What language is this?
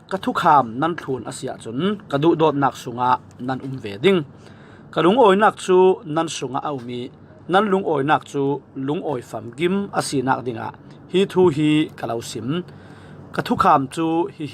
Falam Chin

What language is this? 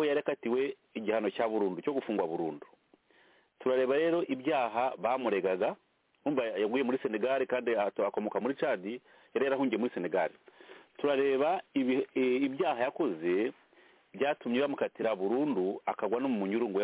Kinyarwanda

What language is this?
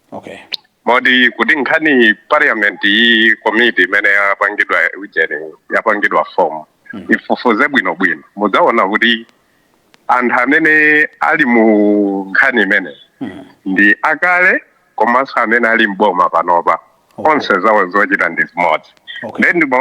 Nyanja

